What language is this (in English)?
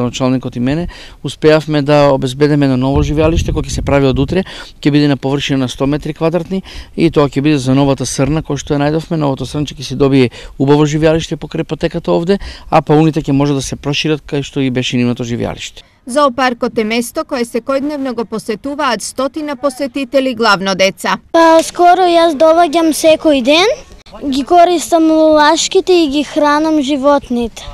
Macedonian